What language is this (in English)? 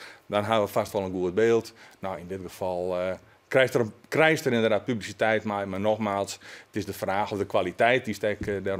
Western Frisian